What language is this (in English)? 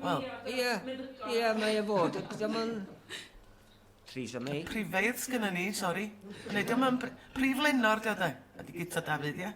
Welsh